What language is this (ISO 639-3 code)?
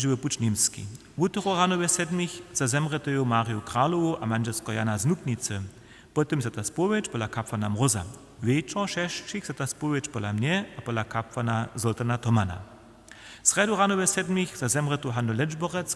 hsb